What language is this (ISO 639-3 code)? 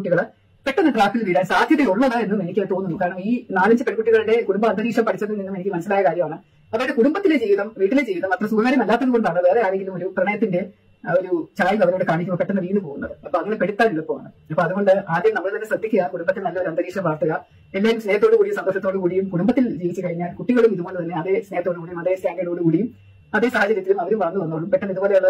mal